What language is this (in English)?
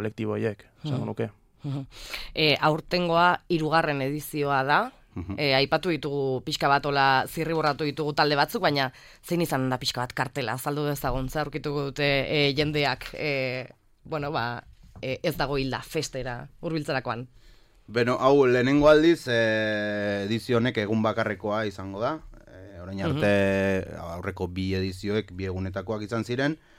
Basque